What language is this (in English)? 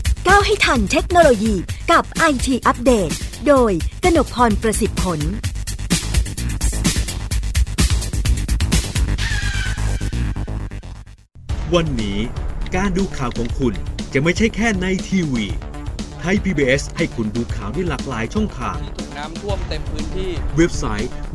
Thai